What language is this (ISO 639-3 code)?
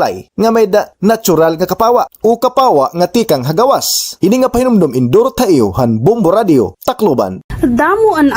war